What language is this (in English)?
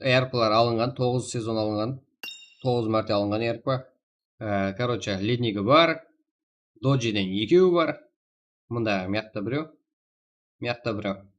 Kara-Kalpak